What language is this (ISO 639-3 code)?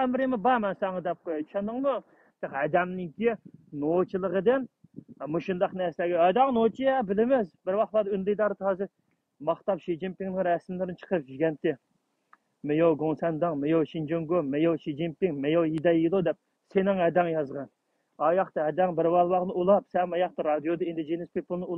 uig